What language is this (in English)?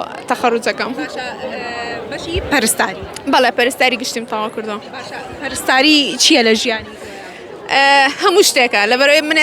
Central Kurdish